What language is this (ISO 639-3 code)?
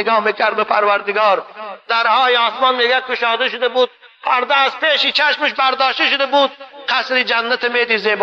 tgk